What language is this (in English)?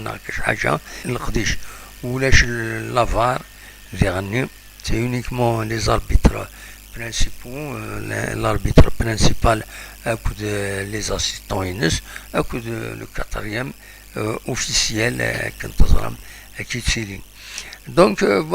Kabyle